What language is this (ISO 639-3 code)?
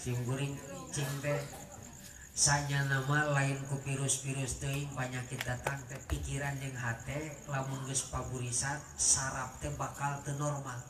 sun